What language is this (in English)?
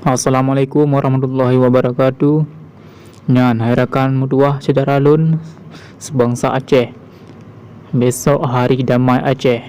Achinese